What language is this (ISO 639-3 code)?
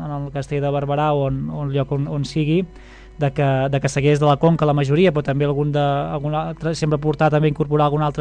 cat